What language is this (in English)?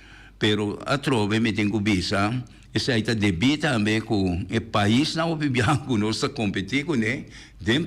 Papiamento